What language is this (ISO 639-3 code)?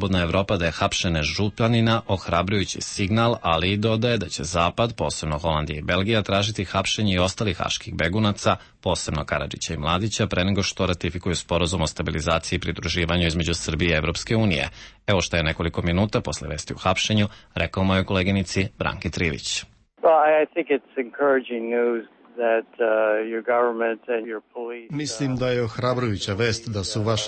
srp